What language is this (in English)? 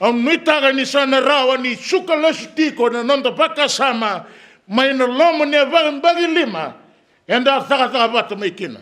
Fijian